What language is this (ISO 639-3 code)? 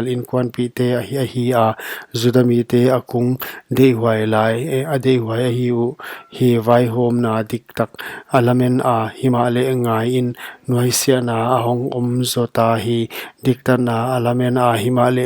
pck